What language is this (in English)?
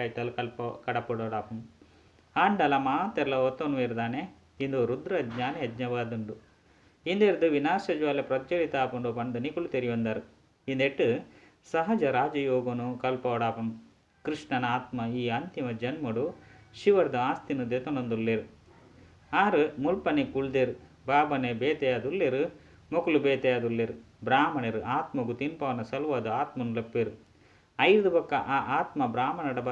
Tulu